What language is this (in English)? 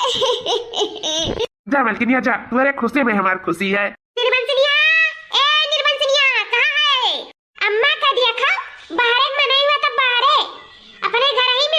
Awadhi